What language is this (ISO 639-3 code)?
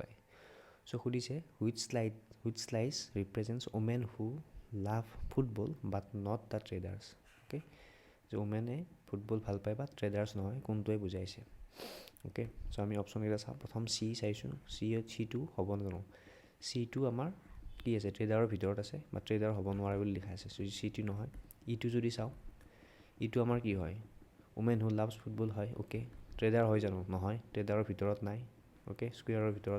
asm